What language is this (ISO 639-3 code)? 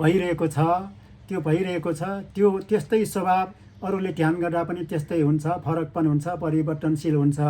nep